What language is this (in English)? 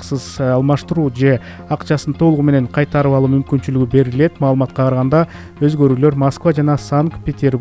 Kyrgyz